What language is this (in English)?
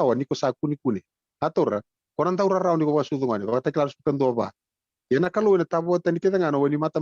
Fijian